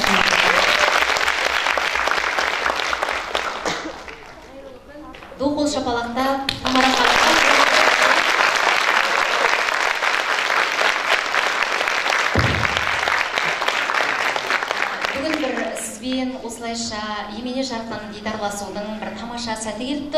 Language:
Kazakh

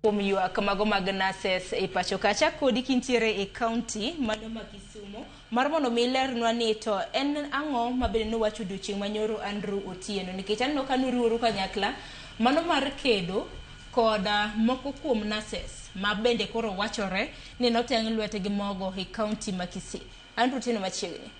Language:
Luo (Kenya and Tanzania)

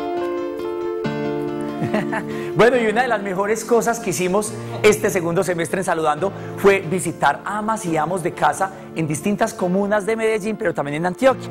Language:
Spanish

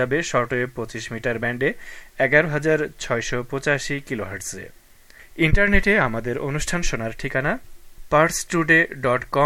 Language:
Bangla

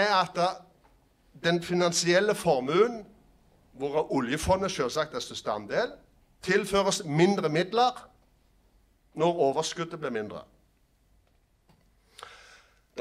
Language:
Norwegian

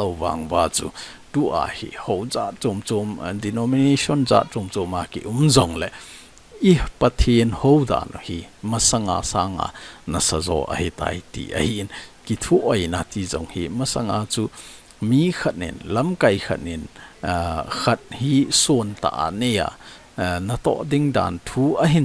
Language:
Thado Chin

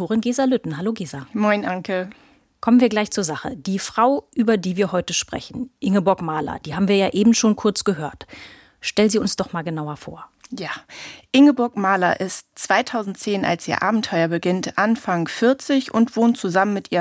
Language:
German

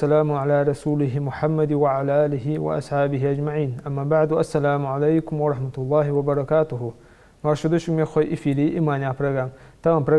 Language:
Ingush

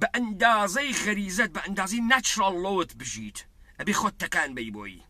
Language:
Central Kurdish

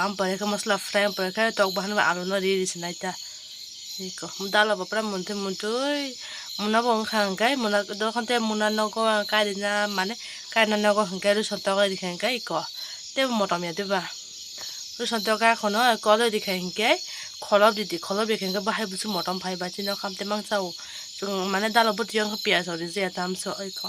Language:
Kok Borok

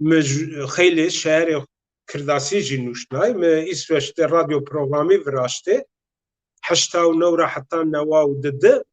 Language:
Zaza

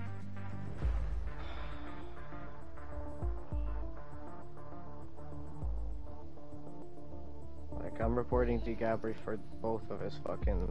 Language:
English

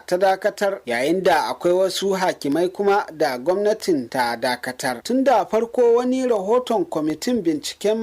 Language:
Hausa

